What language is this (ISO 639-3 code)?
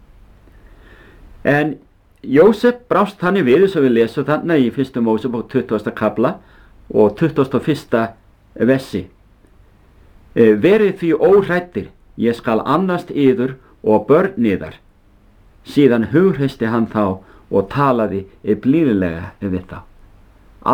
isl